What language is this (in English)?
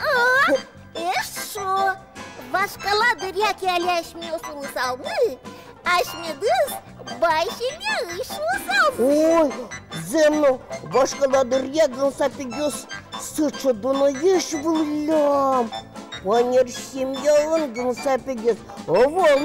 Udmurt